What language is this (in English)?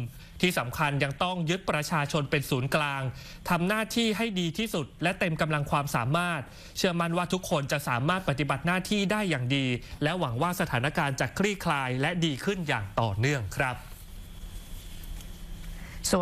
Thai